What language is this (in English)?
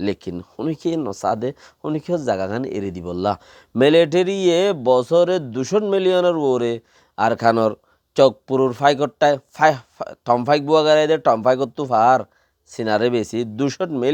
Rohingya